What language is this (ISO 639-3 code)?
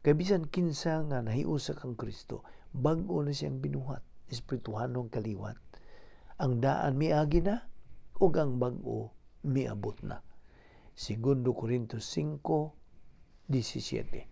ceb